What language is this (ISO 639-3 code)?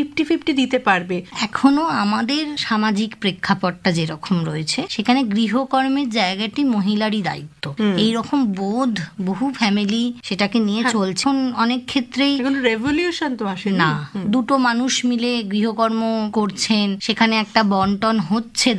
ben